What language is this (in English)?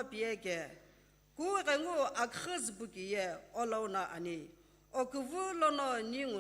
Sumi Naga